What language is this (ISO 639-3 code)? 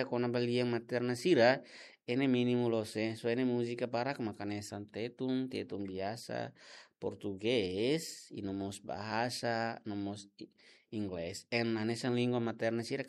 tet